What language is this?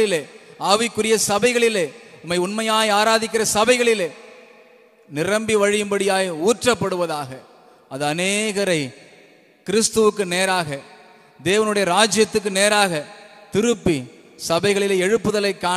Tamil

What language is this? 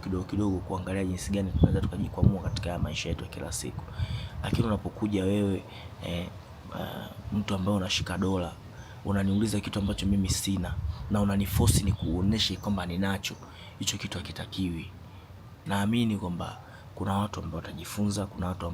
Swahili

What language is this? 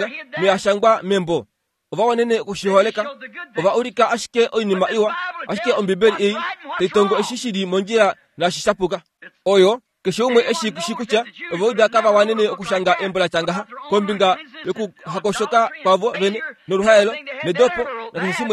Kuanyama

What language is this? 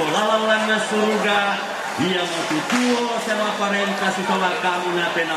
Toraja-Sa'dan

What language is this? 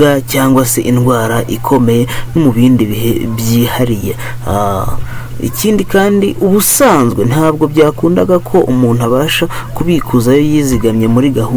Kinyarwanda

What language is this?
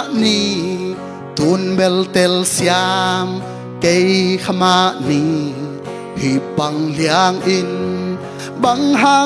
Tedim Chin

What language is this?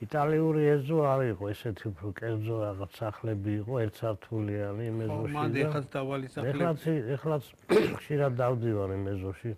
Georgian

